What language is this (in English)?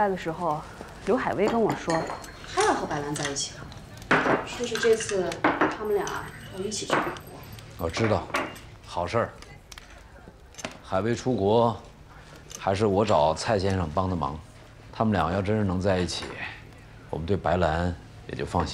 Chinese